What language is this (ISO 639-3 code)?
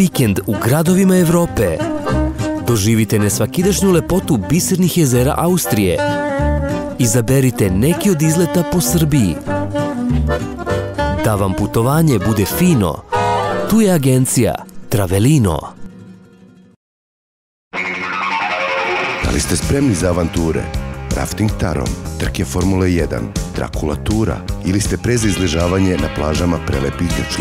srp